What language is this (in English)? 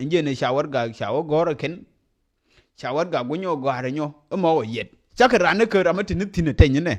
Nuer